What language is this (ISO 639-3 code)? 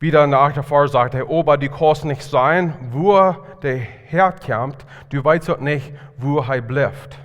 pdt